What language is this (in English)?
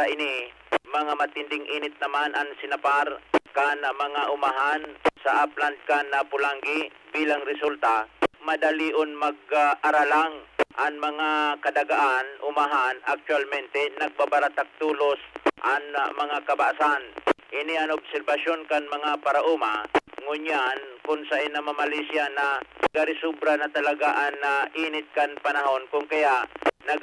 Bikol